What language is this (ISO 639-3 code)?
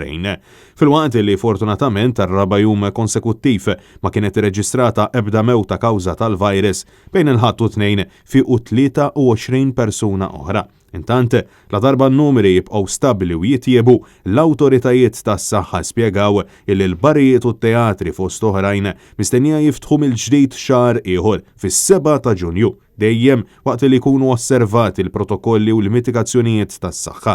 mlt